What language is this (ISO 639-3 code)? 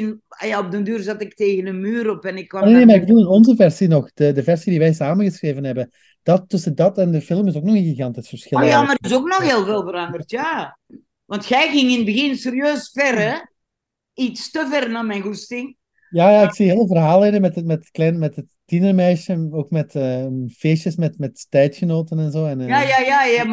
nld